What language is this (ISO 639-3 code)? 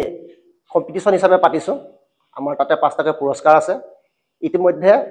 asm